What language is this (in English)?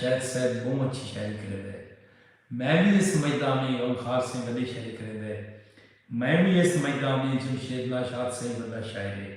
Saraiki